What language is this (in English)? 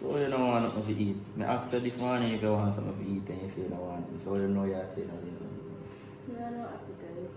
Jamaican Creole English